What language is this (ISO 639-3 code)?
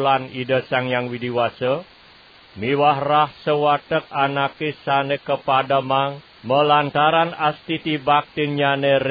ban